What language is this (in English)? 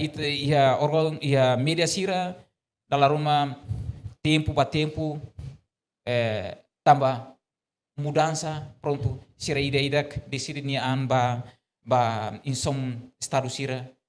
Tetum